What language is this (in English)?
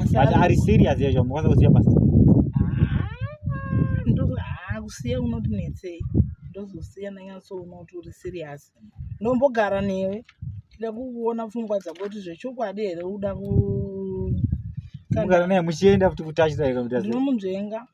Shona